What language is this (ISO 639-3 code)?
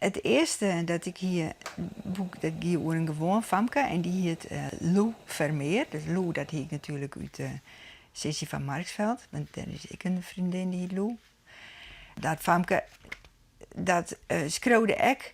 fry